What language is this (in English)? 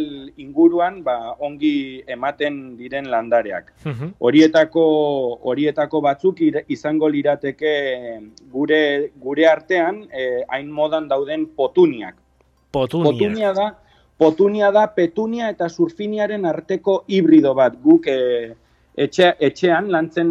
Basque